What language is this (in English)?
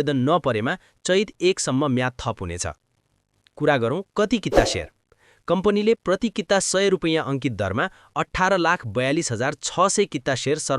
Nepali